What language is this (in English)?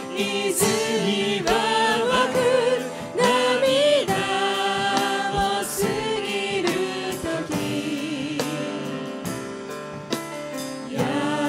Japanese